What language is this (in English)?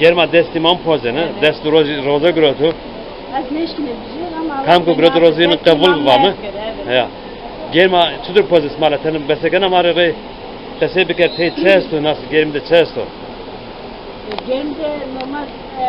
Zaza